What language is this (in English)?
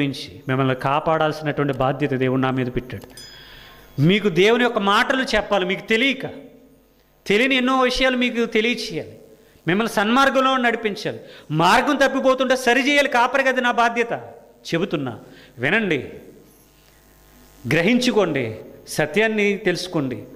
Telugu